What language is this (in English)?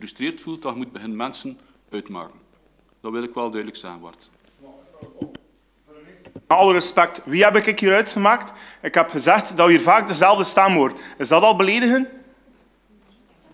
Dutch